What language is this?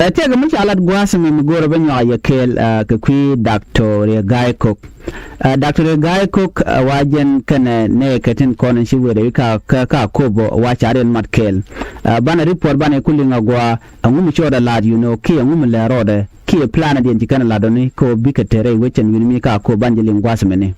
Nuer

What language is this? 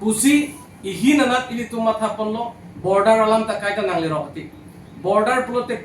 Karbi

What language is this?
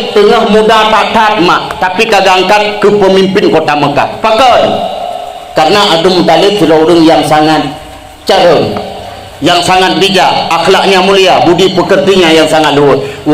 Achinese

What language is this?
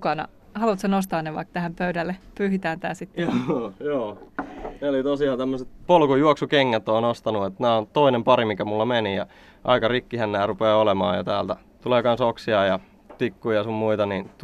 Finnish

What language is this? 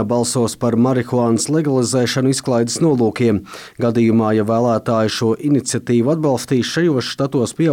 Latvian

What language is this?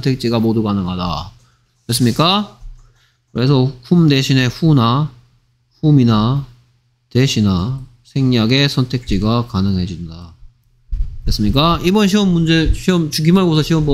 Korean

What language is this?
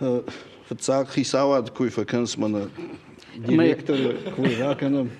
Ossetic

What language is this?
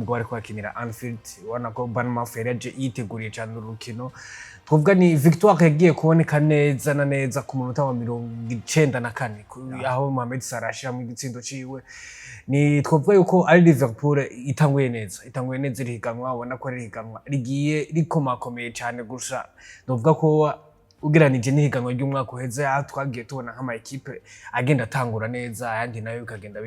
Rundi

